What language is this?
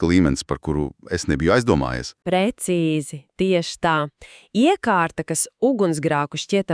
Latvian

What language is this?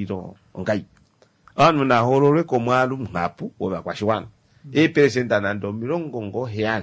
Kuanyama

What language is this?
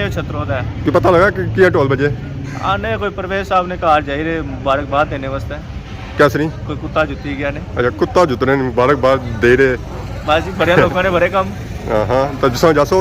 Pahari-Potwari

